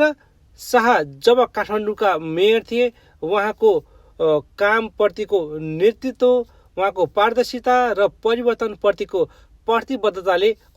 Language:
Nepali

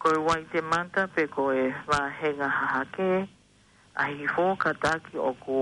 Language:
Tongan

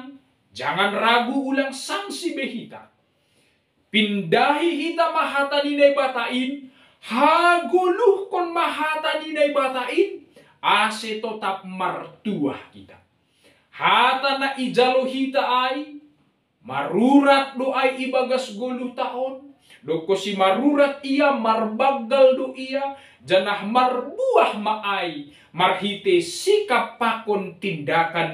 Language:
Batak Simalungun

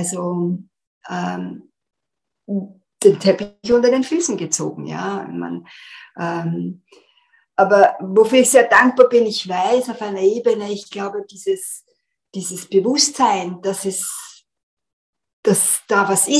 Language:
German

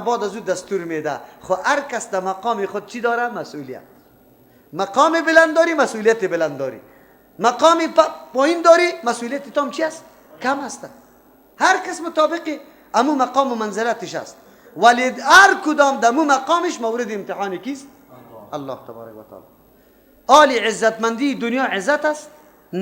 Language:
Persian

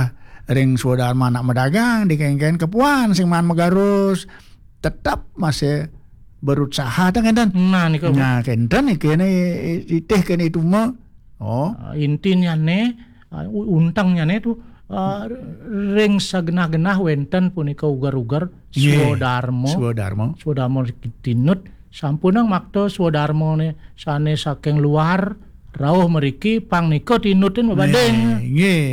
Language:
Balinese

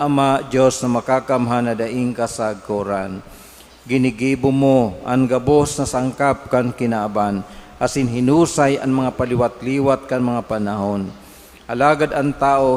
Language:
Bikol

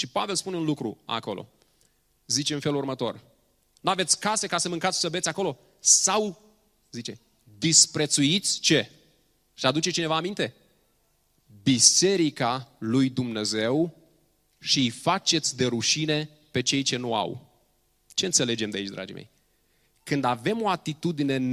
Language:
Romanian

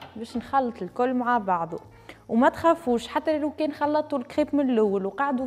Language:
Tunisian Arabic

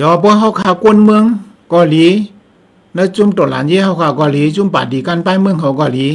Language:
Shan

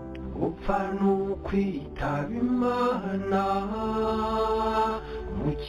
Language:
Kinyarwanda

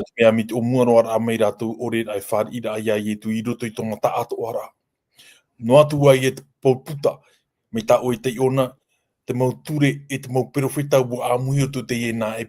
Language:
Tahitian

